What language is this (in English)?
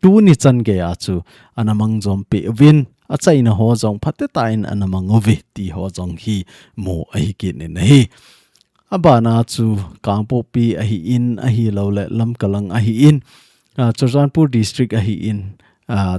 Thado Chin